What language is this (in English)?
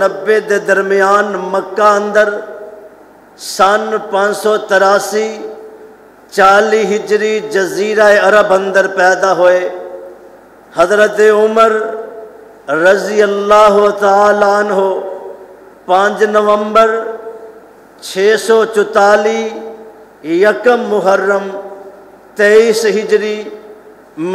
Western Panjabi